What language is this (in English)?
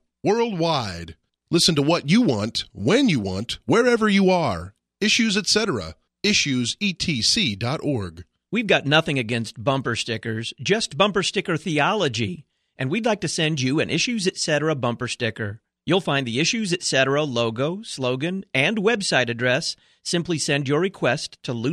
English